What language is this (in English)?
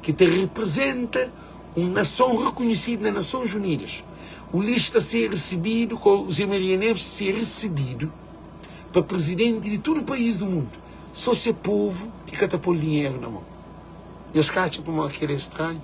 Kabuverdianu